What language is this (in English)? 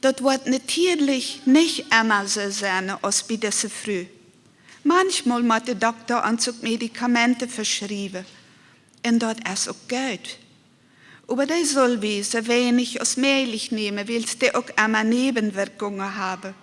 Plautdietsch